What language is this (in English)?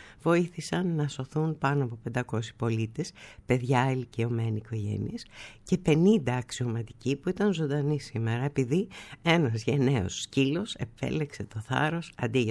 Greek